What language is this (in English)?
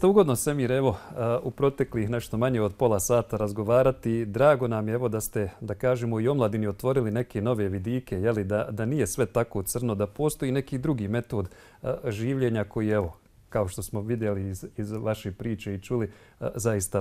Bosnian